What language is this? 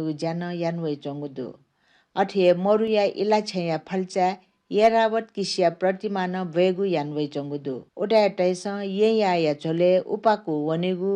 Newari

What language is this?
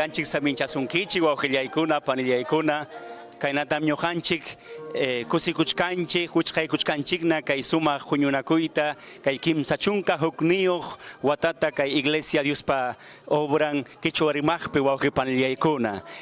Ayacucho Quechua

